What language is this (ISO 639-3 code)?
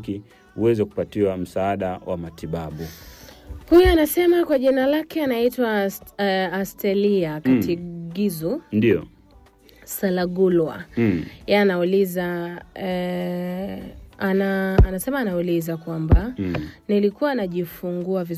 swa